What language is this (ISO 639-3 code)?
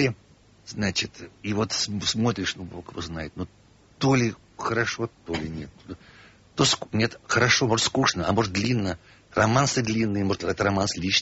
rus